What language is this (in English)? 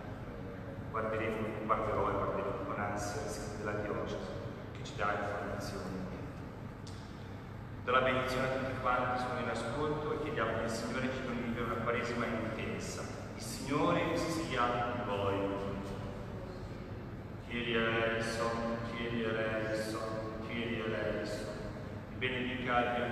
Italian